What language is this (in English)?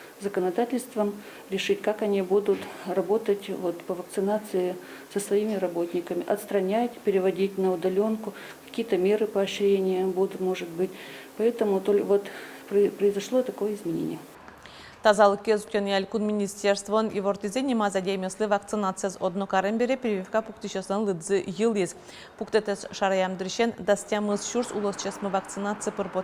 Udmurt